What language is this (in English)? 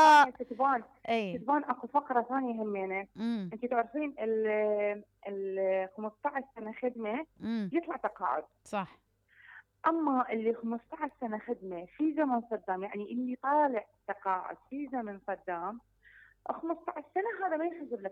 Mesopotamian Arabic